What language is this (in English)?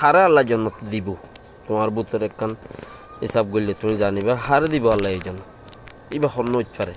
Rohingya